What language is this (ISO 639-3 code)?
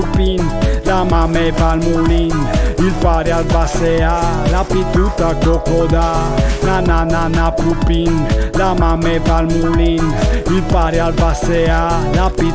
fur